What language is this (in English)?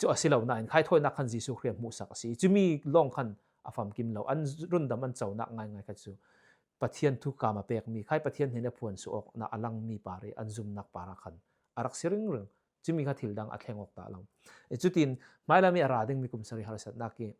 Falam Chin